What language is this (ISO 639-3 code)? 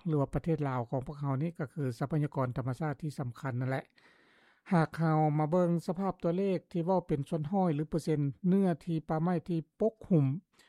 lao